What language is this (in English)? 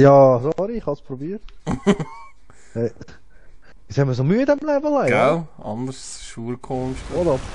Swiss German